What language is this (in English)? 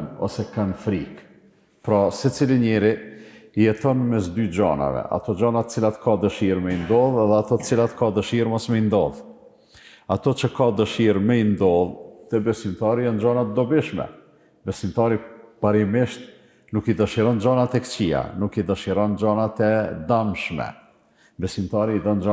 Albanian